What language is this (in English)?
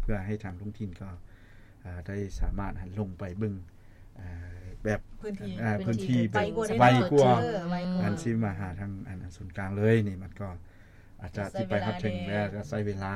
Lao